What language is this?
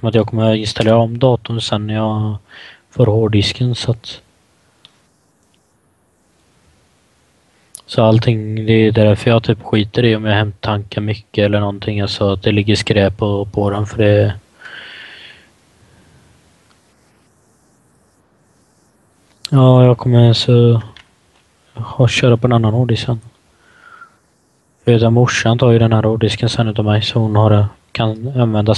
Swedish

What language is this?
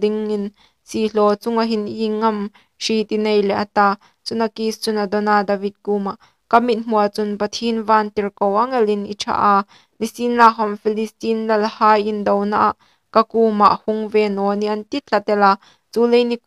Hmar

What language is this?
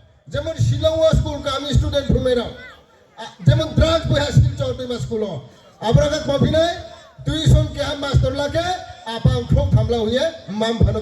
Riang (India)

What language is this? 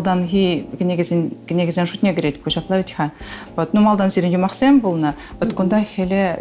Chuvash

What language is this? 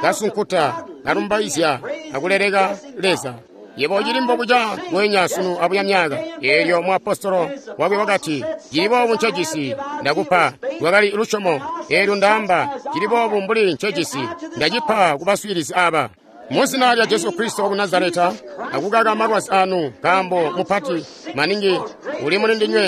Tonga (Zambia)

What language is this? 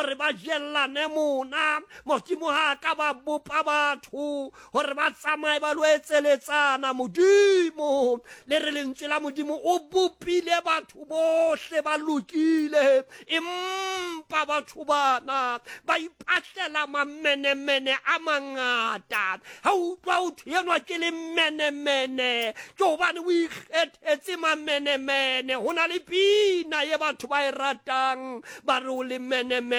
Southern Sotho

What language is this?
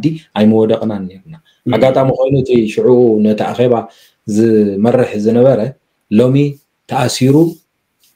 Tigrinya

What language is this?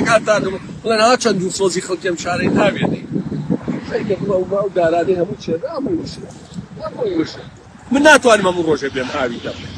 Central Kurdish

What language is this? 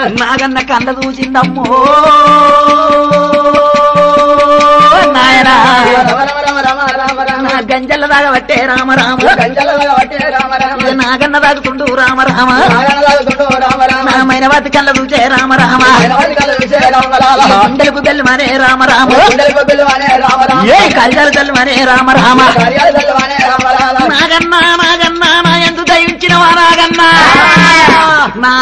Telugu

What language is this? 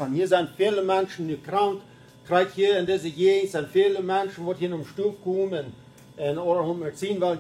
Plautdietsch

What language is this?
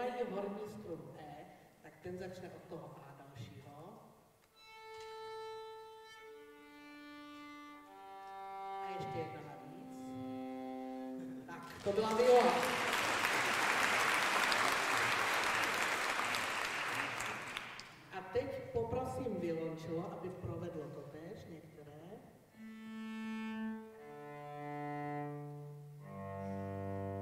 Czech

